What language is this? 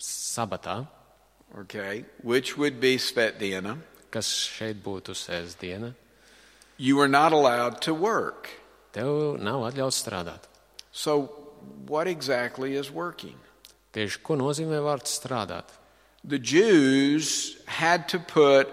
Latvian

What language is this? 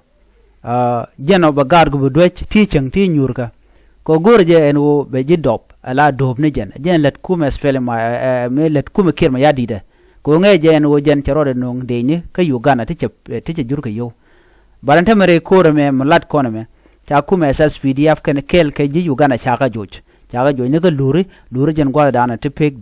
Nuer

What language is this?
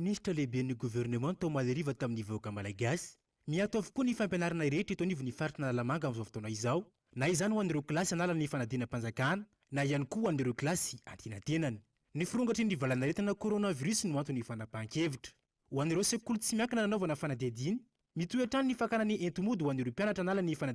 Malagasy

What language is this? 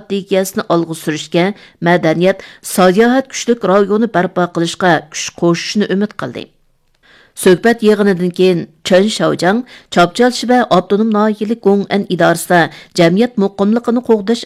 Uyghur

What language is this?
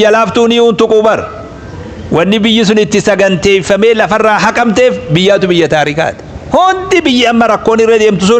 Oromo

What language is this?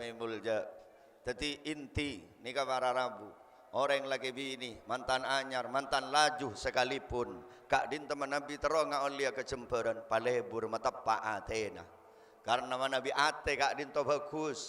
Madurese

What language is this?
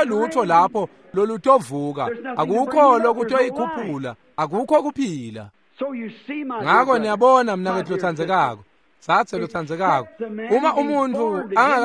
Swati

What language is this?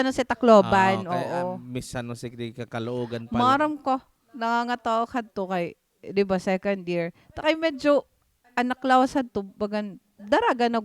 Waray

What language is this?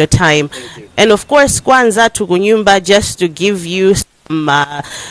Nyanja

